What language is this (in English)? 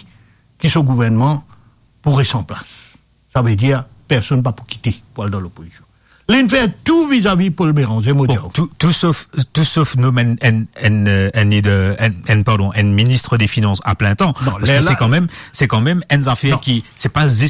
Morisyen